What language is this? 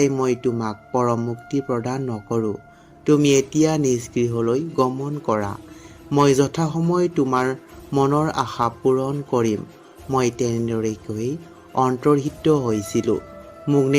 Assamese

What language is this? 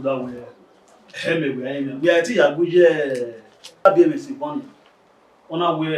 Bini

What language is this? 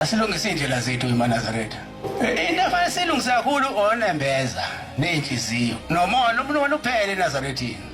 Zulu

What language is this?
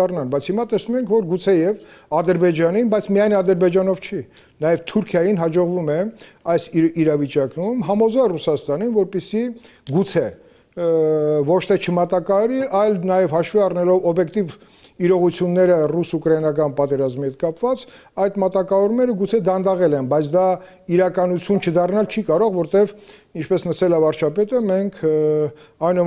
Armenian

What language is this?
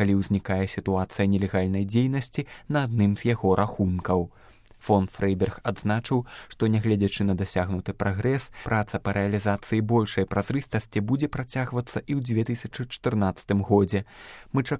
Belarusian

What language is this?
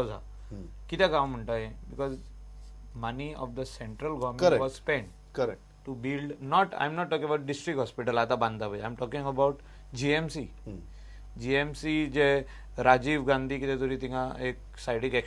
Konkani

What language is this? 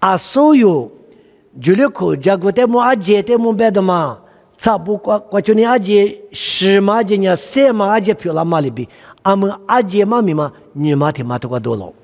Lisu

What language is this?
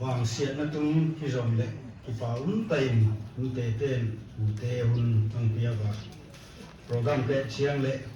Paite Chin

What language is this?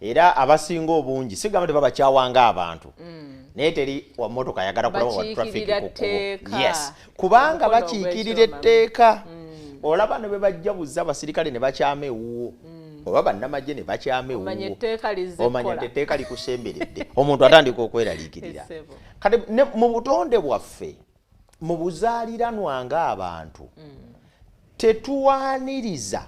Ganda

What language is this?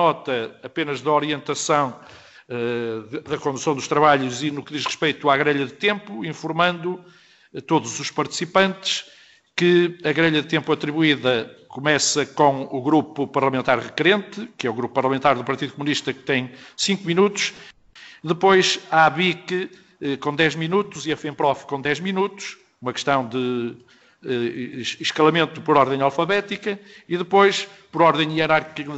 Portuguese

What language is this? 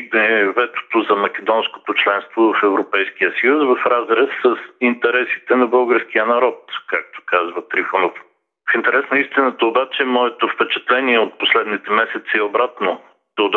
Bulgarian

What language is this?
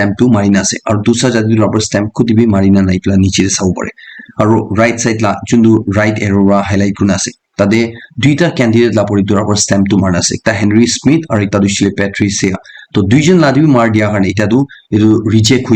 Naga Pidgin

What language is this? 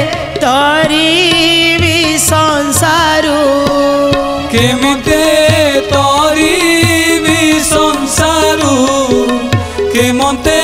Odia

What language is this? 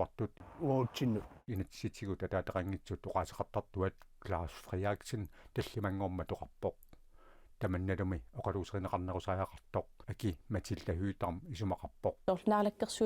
Kalaallisut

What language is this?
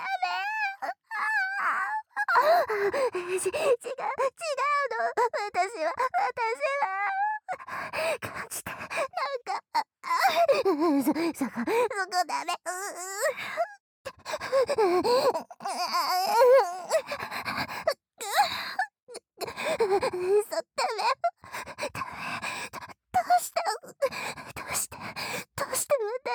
Japanese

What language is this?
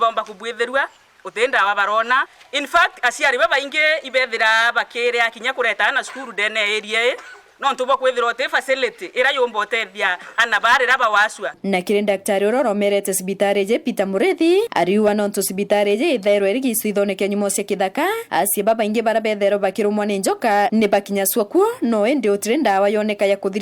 Meru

